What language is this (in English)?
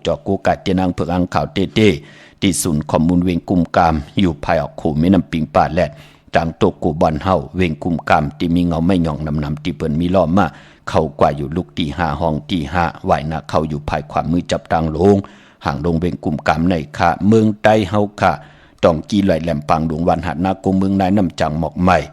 Shan